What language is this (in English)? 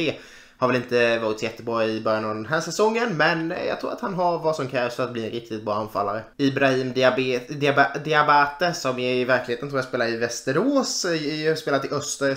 Swedish